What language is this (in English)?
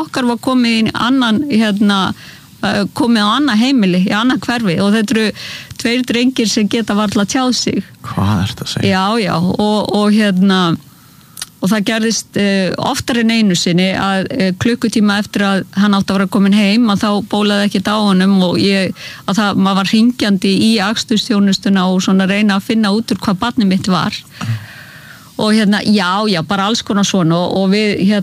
Icelandic